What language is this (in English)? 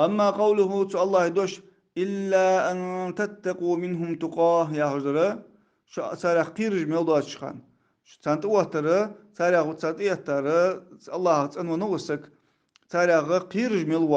Ingush